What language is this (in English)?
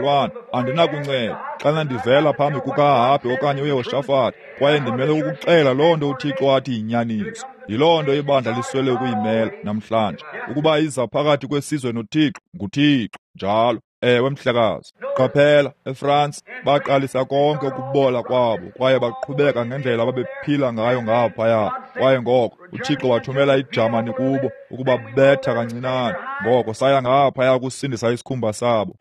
Xhosa